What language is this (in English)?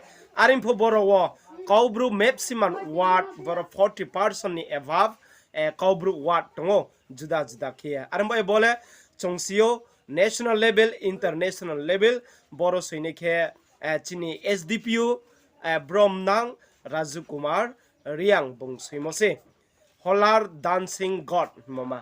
Riang (India)